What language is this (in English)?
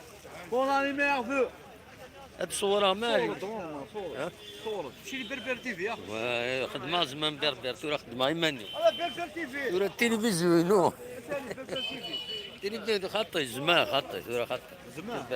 Kabyle